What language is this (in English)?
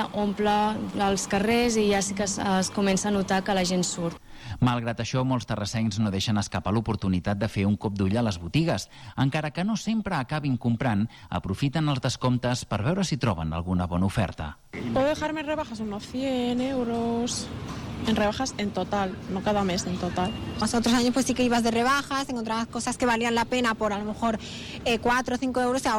Catalan